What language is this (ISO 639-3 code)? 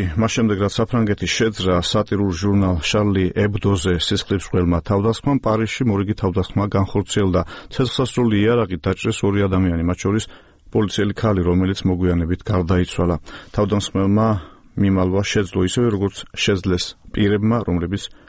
kat